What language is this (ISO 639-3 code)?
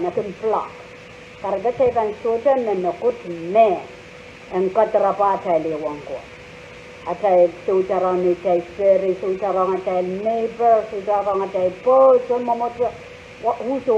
pon